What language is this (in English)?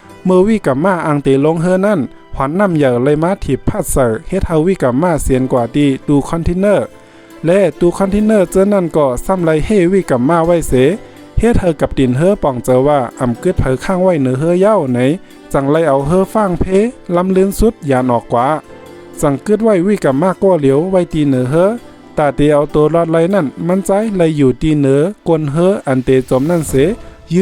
Shan